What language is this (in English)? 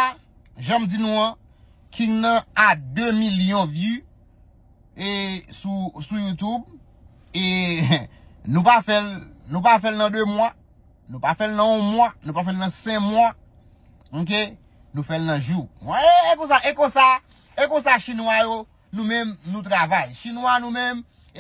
Haitian Creole